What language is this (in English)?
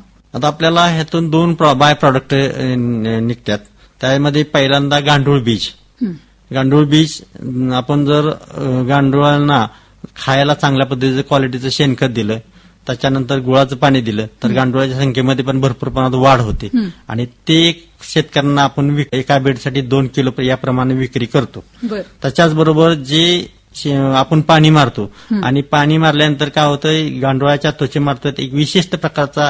Marathi